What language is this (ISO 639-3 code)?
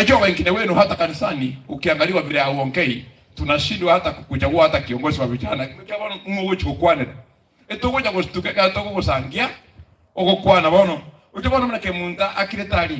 guz